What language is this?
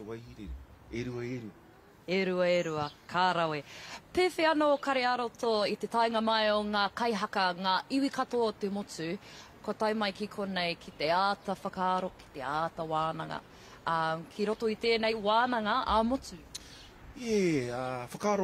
Māori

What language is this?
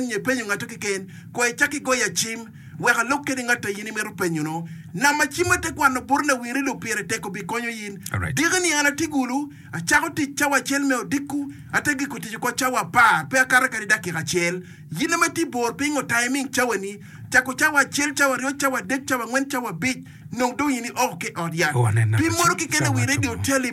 Acoli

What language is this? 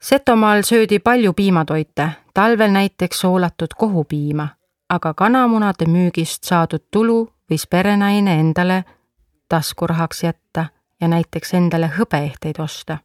Estonian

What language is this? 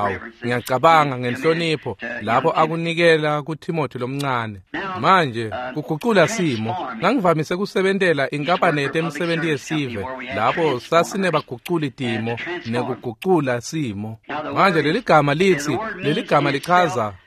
Swati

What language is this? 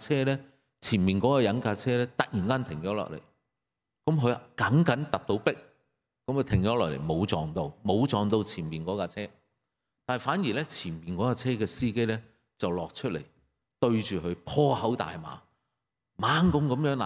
Cantonese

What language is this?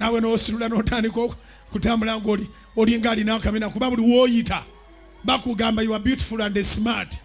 Ganda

